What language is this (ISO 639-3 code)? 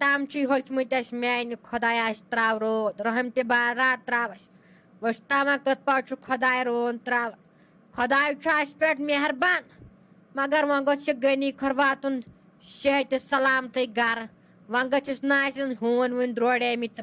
kas